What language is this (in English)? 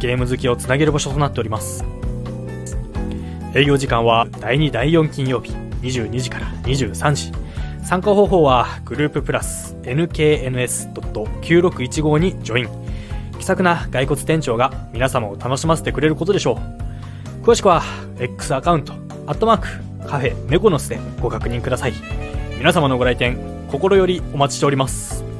Japanese